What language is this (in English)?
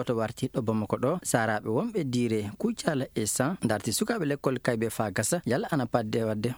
Fula